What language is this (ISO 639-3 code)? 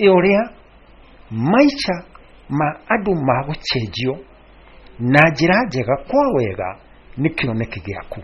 kik